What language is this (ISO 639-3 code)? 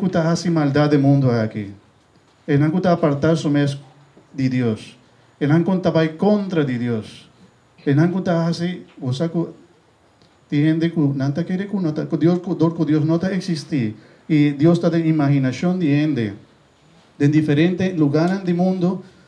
pap